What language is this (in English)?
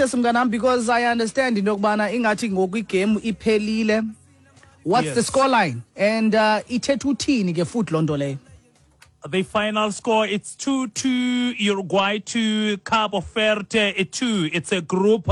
Xhosa